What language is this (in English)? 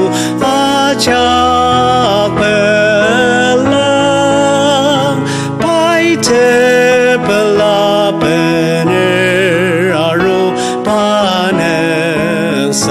Ao Naga